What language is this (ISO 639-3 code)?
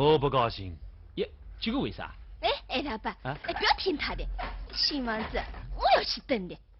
wuu